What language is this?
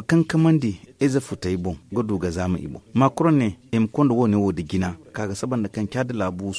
Zarma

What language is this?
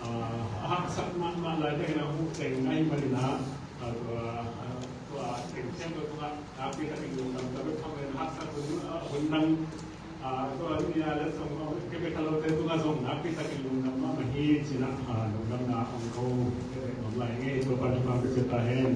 Tedim Chin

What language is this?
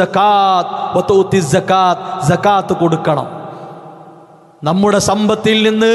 Malayalam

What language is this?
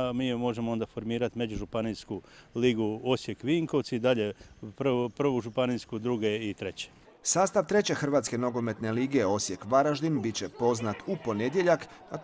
Croatian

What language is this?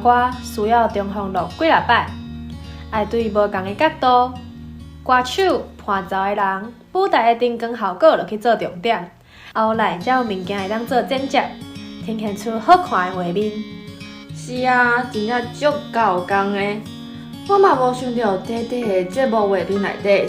Min Nan Chinese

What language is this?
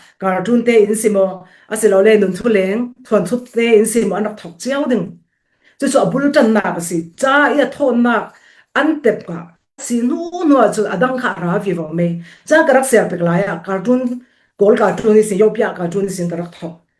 Falam Chin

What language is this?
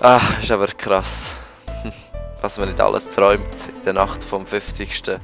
Swiss German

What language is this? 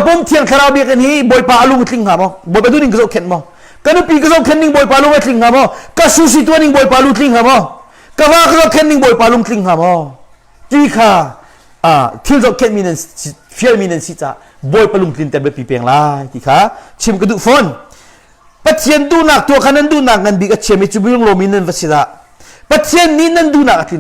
Hakha Chin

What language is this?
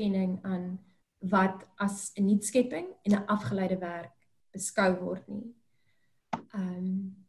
Afrikaans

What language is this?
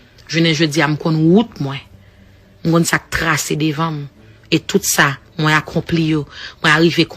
Haitian Creole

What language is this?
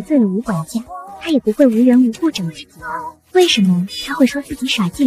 Chinese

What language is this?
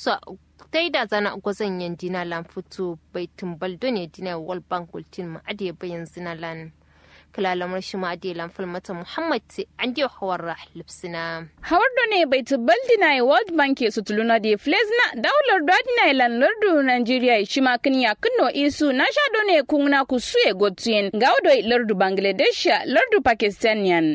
Kanuri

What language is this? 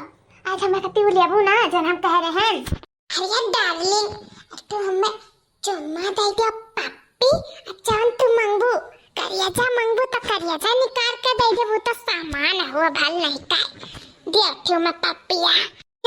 Awadhi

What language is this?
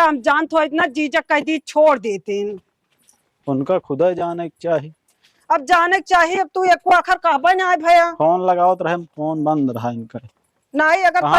Awadhi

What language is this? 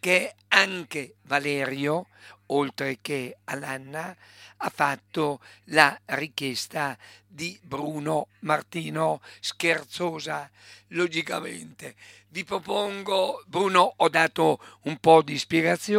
Italian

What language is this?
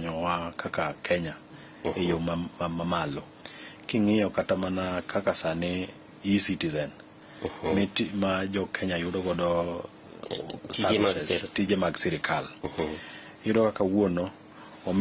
Luo (Kenya and Tanzania)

